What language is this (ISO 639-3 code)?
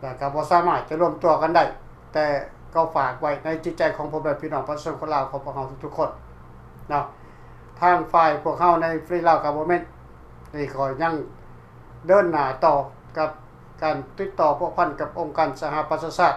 lao